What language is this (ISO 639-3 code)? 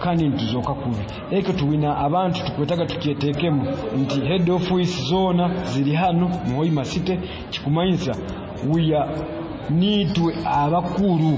nyo